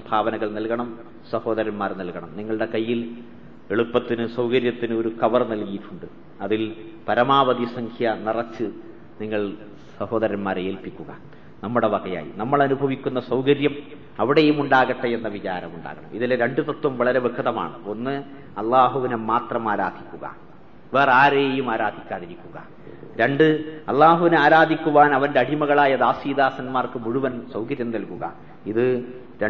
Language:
Malayalam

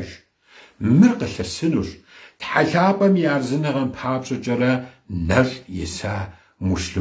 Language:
Kabardian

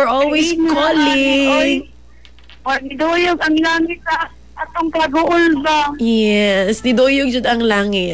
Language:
Cebuano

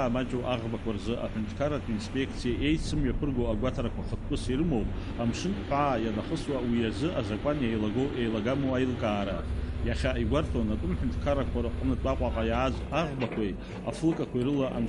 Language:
Abkhazian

